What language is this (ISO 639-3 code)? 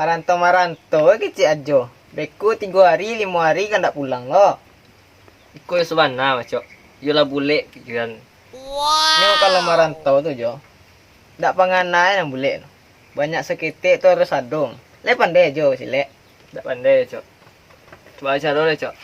min